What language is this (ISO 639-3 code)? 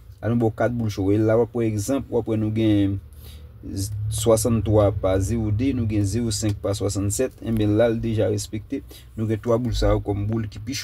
hat